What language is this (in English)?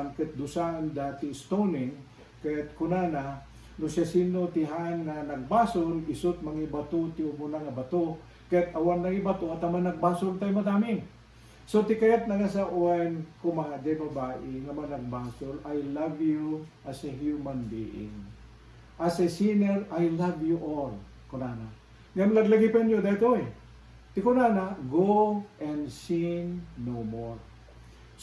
Iloko